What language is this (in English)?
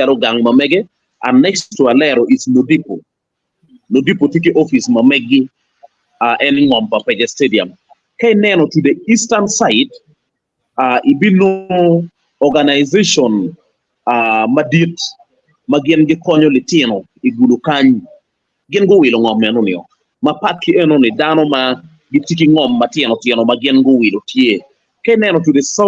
Acoli